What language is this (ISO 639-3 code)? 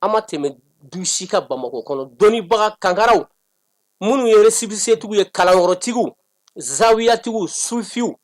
bam